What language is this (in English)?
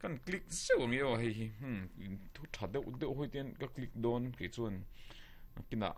Mizo